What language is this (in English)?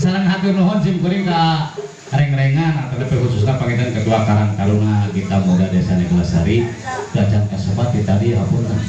Sundanese